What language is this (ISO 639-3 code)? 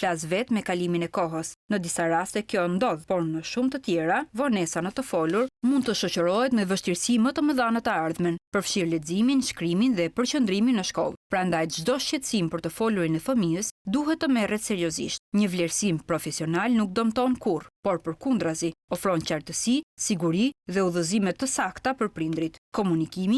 sqi